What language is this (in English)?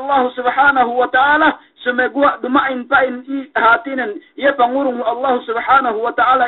Yakan